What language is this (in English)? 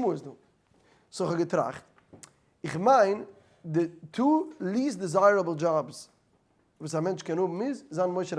Yiddish